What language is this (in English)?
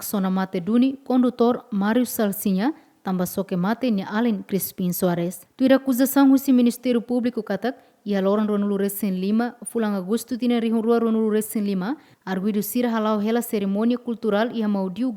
Tetum